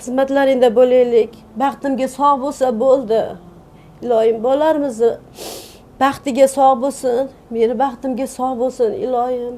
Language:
Uzbek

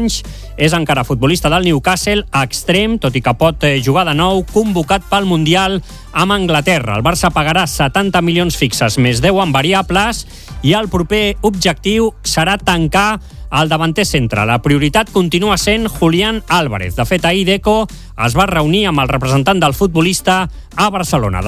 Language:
Catalan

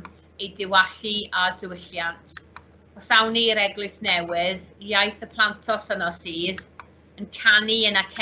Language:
Welsh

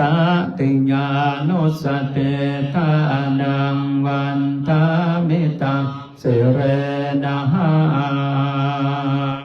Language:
Pali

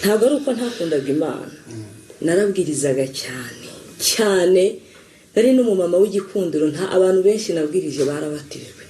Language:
Kinyarwanda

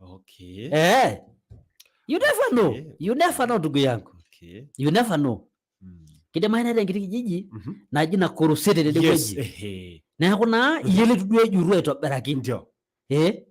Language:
Masai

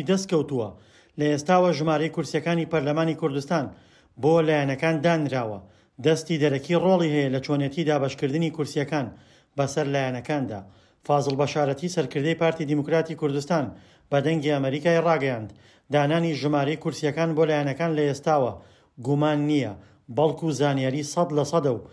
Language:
Central Kurdish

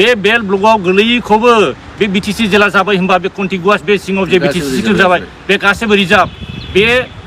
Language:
Bodo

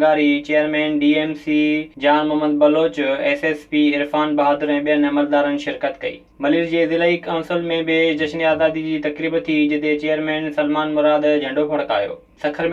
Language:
Sindhi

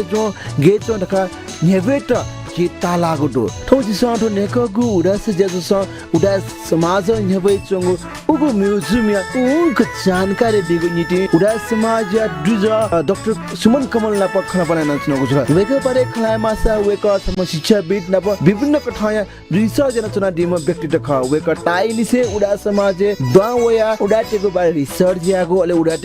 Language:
Newari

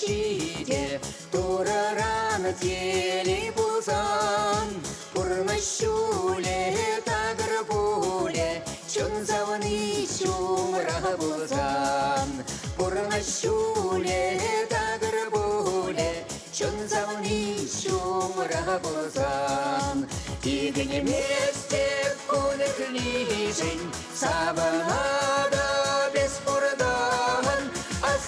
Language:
Chuvash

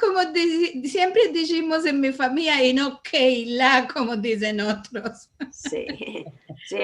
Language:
Ladino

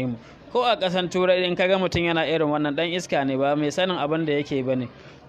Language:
Hausa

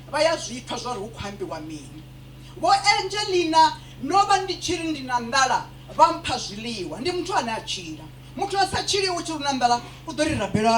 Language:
Venda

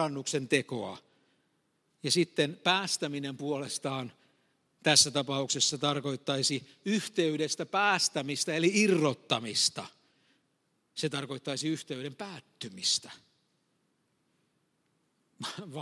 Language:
Finnish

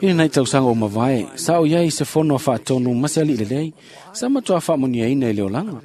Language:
Samoan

